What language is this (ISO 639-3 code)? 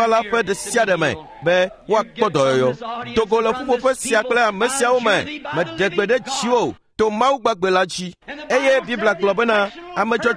ewe